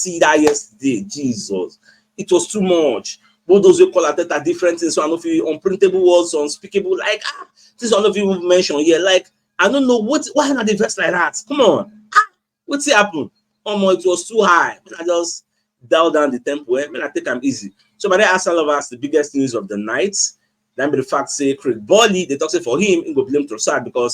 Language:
Nigerian Pidgin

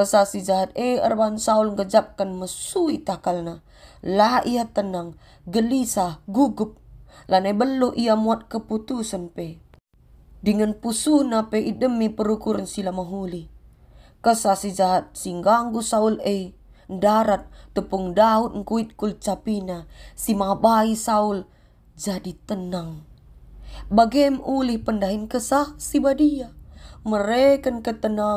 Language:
Batak Karo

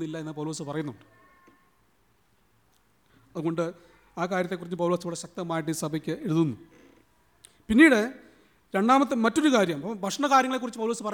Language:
Malayalam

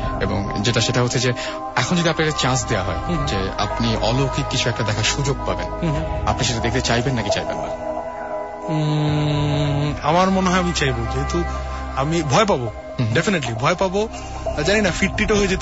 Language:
Bangla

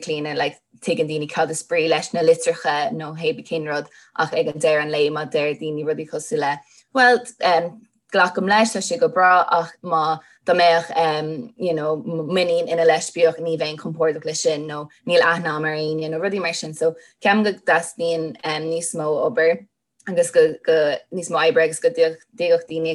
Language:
Irish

